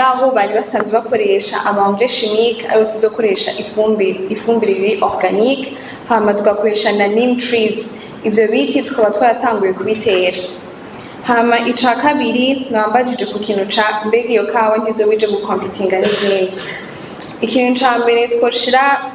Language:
Rundi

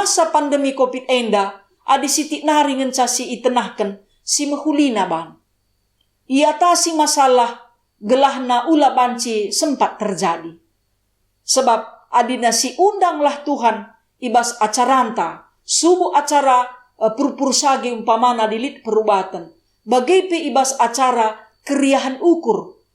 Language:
Batak Karo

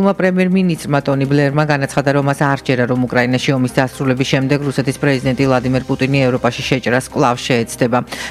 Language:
Georgian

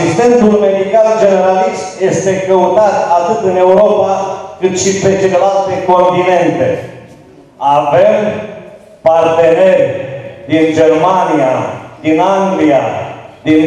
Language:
Romanian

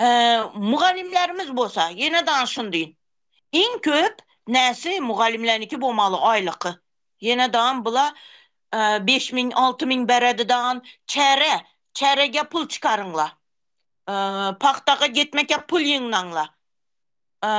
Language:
Turkmen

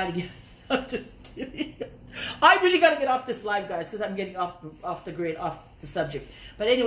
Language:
Tongan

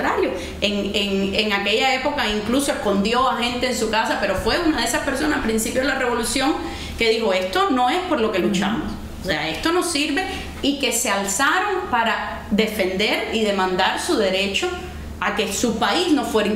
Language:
Spanish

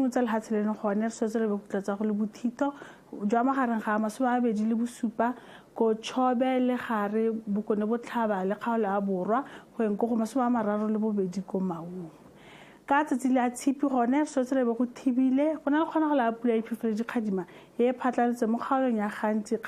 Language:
Tswana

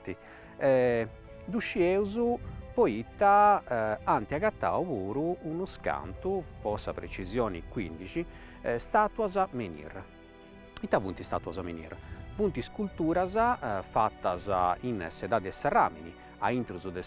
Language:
Sardinian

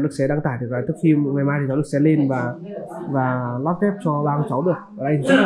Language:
Vietnamese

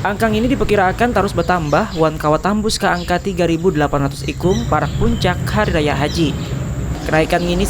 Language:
Banjar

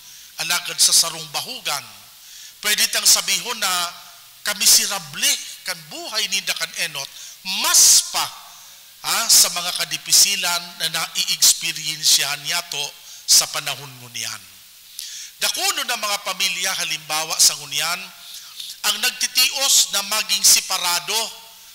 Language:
Bikol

